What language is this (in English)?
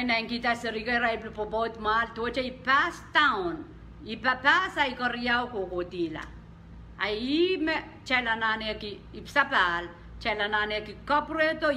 Pohnpeian